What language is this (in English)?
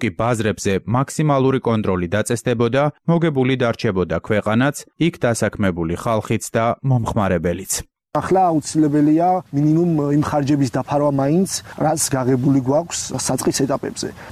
Georgian